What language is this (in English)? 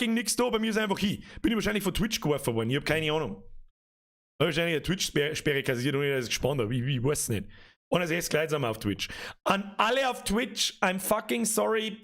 Bavarian